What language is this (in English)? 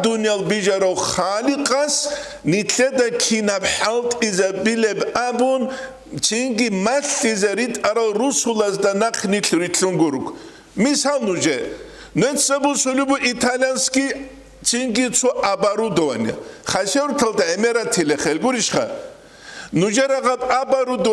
Avaric